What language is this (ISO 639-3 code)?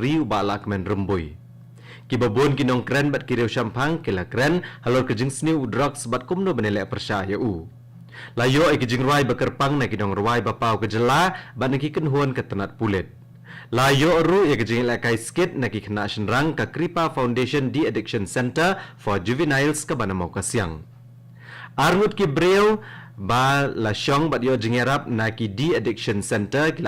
kha